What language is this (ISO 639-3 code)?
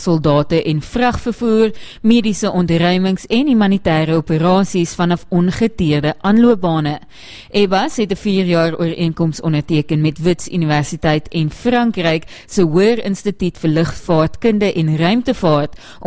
afr